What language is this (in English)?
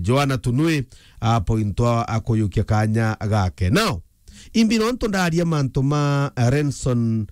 Meru